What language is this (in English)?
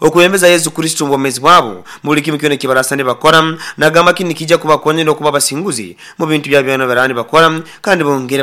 Nyoro